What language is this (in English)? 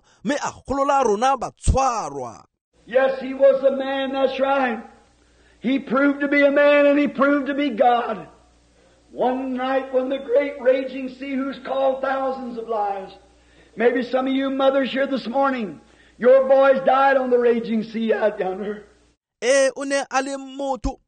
Tswana